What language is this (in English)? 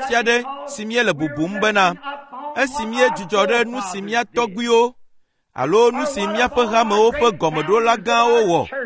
Ewe